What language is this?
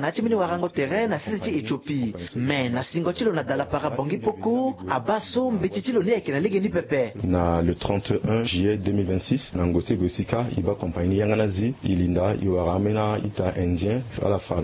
Sango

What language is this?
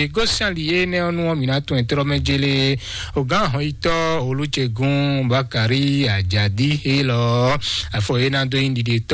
Fon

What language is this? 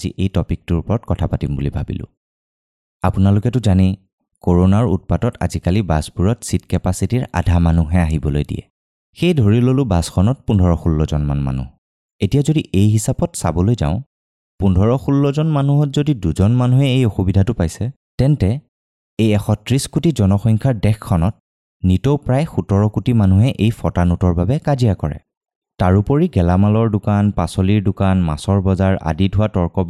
Assamese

